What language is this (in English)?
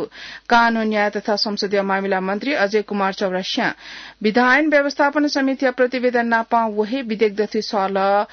Newari